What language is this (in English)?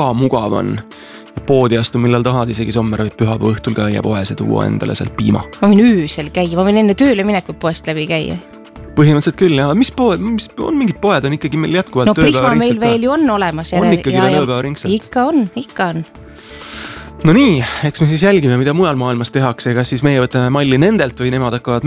Estonian